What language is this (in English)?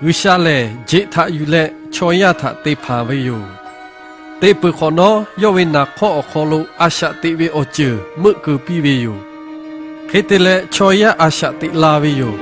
Lahu